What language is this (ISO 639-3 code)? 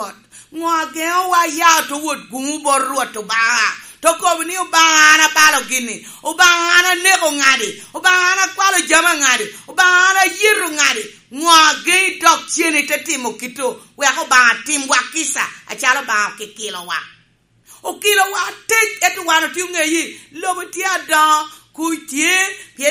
laj